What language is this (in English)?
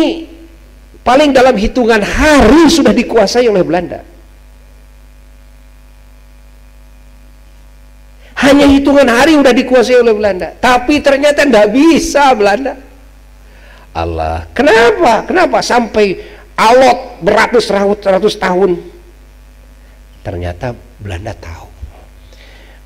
Indonesian